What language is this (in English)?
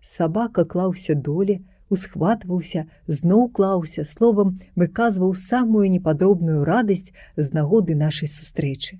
Belarusian